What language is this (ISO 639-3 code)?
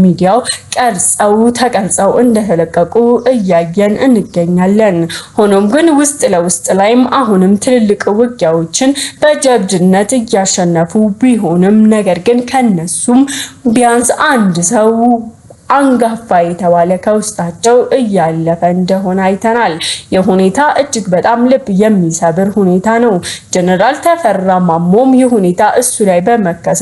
amh